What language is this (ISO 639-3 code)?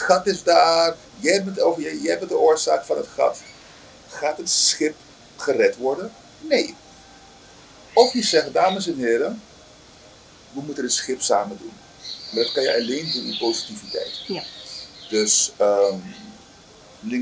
nld